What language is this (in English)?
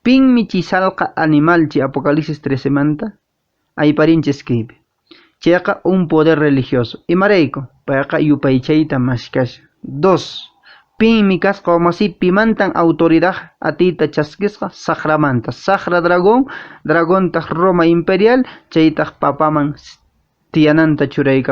Quechua